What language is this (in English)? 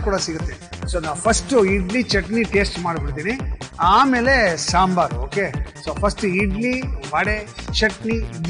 Kannada